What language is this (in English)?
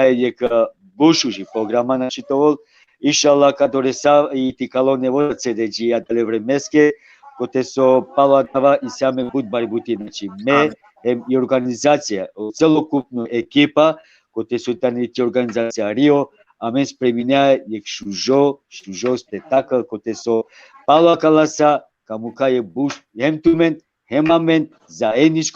Balkan Romani